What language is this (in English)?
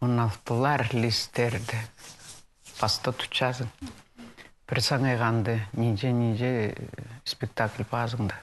Khakas